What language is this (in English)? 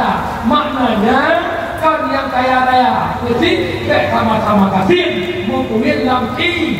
Achinese